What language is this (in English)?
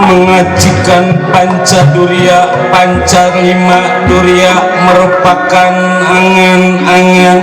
Betawi